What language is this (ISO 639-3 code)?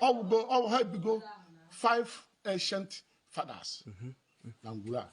ibo